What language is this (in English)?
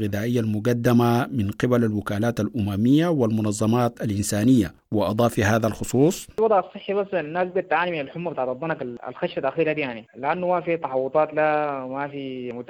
Sudanese Arabic